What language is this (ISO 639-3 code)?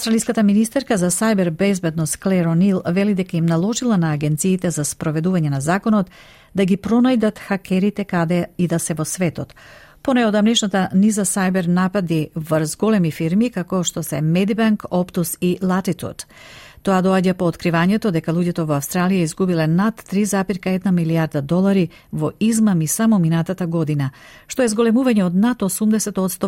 mkd